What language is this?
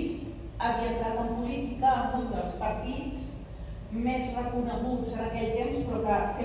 Catalan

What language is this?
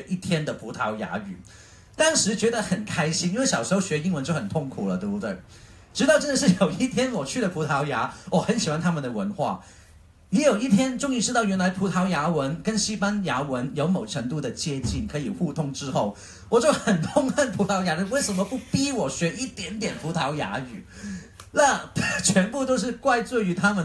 Chinese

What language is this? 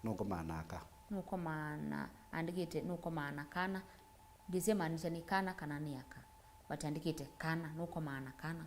Kamba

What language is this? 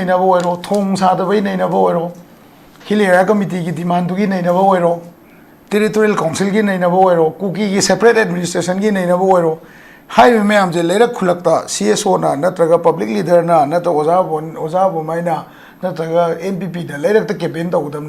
Manipuri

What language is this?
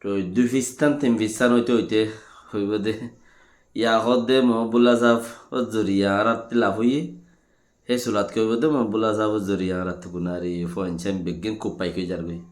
Rohingya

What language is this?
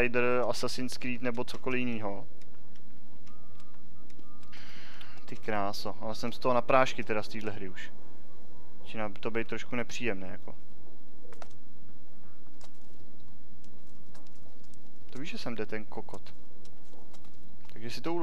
Czech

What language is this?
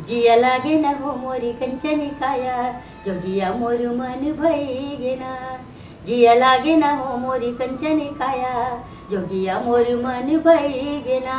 Chhattisgarhi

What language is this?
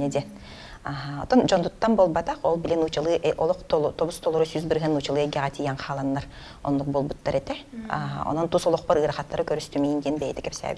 Yakut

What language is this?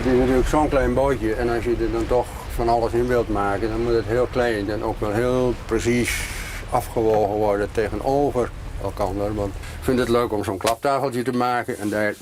Western Frisian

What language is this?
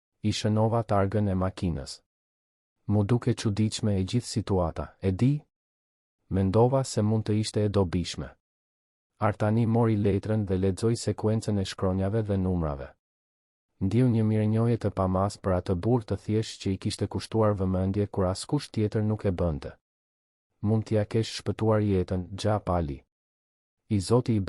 Albanian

